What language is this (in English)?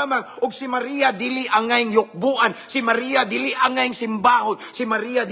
Cebuano